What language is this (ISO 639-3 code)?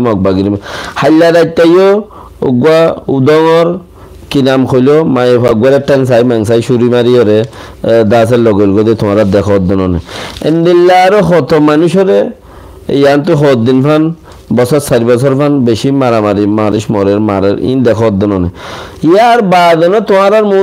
rhg